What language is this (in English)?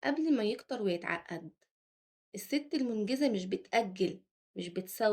Egyptian Arabic